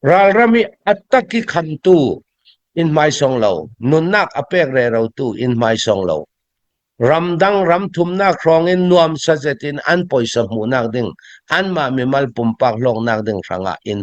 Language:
Hakha Chin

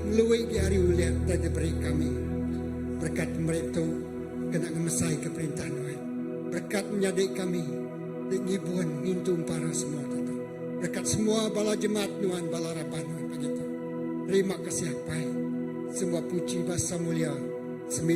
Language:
Iban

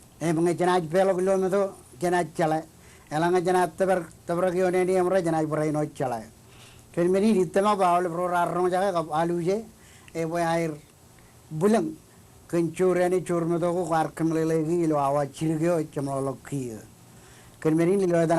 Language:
Marshallese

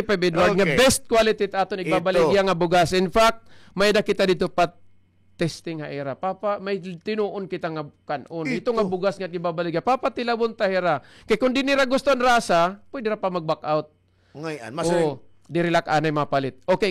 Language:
Waray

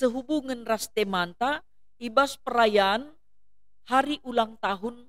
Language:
Batak Karo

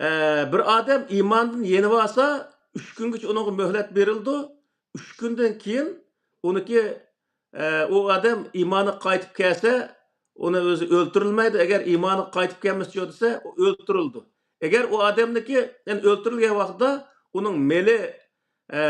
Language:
Uyghur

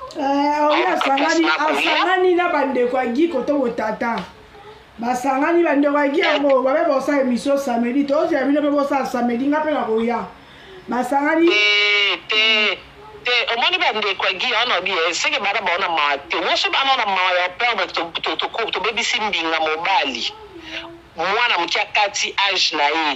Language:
Lingala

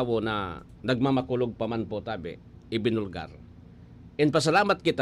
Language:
Bikol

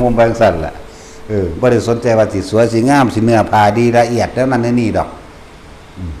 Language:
Northeastern Thai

